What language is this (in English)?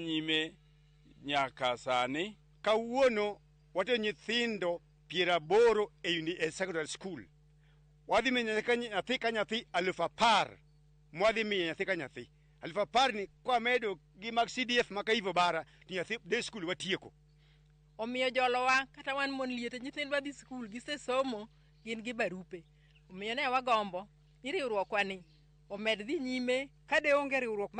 Luo (Kenya and Tanzania)